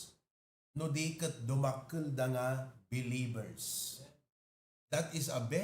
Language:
Iloko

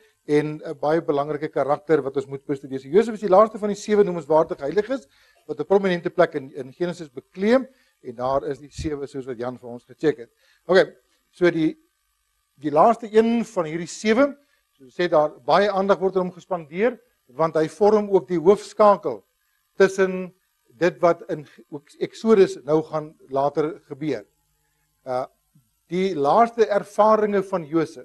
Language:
Afrikaans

